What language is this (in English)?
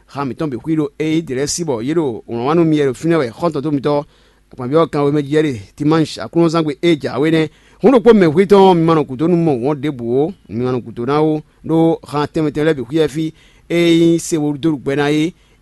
Fon